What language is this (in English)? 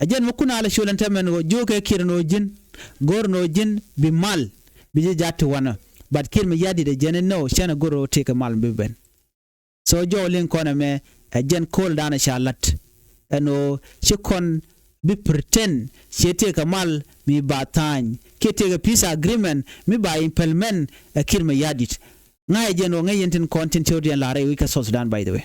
Nuer